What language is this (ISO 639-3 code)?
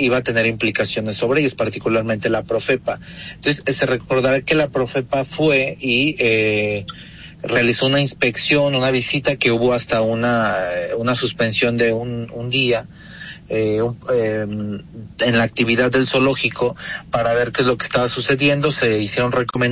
spa